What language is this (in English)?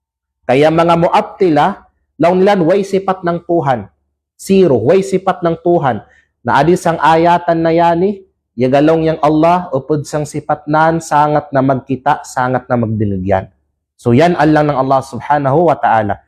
Kalagan